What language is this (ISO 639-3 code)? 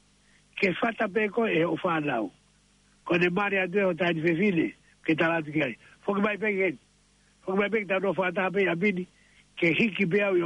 ton